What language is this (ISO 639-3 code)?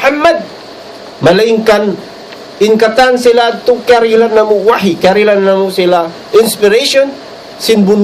tsg